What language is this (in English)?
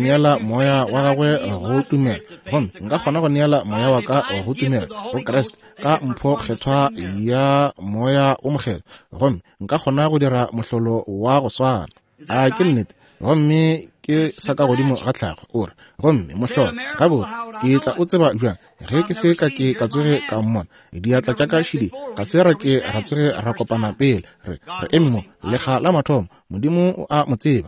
Northern Sotho